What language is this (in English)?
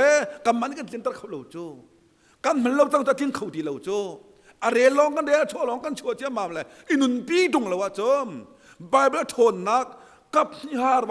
Hakha Chin